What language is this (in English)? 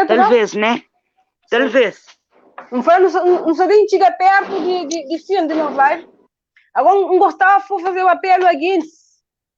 Kabuverdianu